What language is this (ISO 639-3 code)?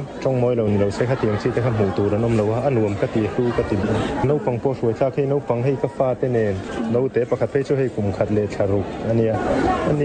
lus